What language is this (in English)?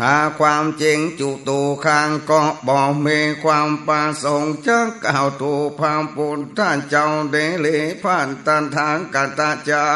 Northern Thai